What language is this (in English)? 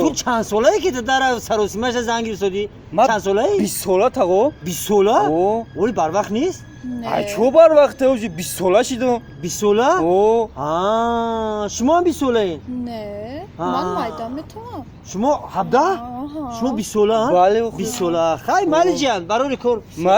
Tajik